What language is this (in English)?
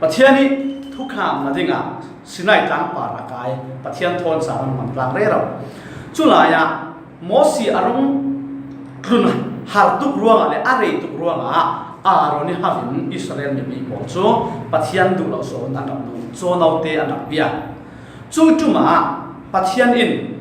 Falam Chin